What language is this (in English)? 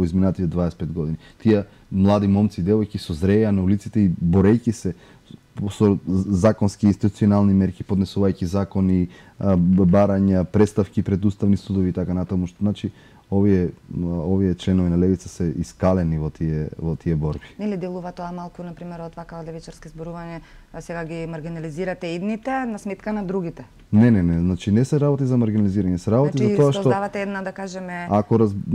Macedonian